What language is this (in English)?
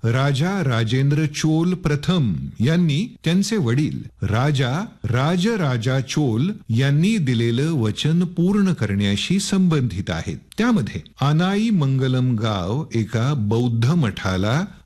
Marathi